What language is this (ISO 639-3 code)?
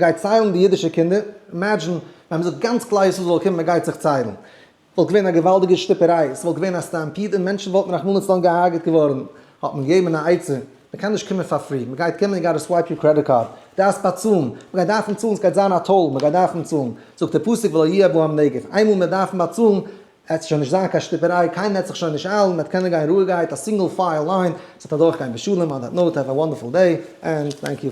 yid